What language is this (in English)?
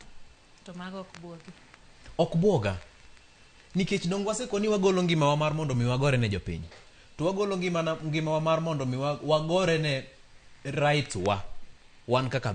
Luo (Kenya and Tanzania)